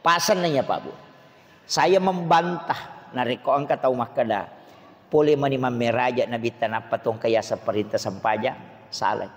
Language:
Buginese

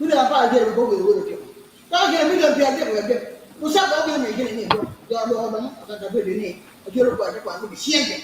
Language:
Acoli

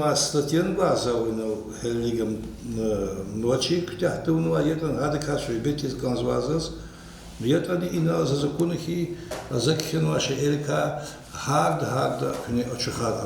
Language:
Lezghian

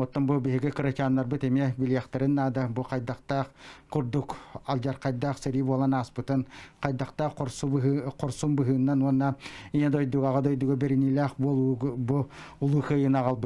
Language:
Yakut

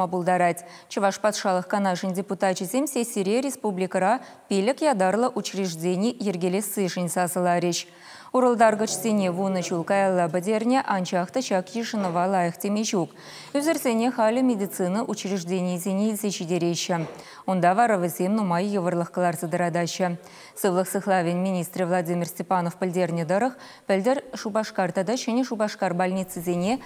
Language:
Chuvash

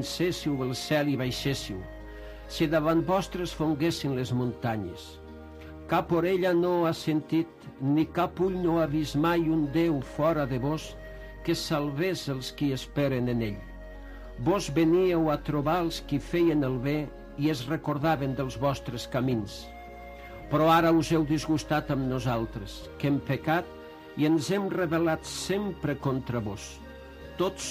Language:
Catalan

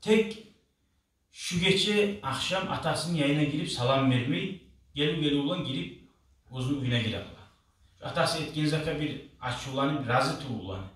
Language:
Kumyk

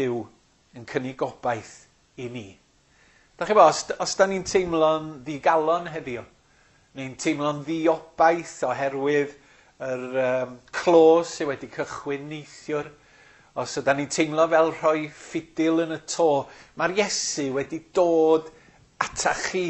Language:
Welsh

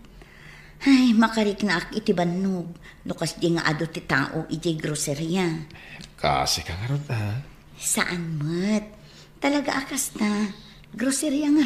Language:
Iloko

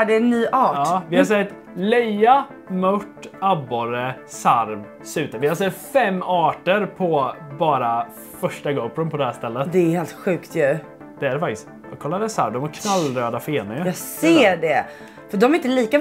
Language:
Swedish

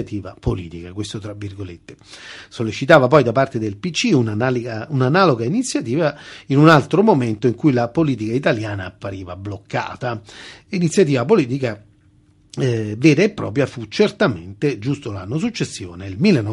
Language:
Italian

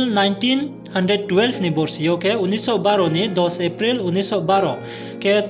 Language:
Riang (India)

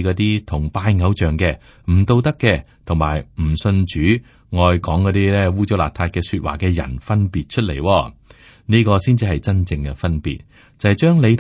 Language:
Cantonese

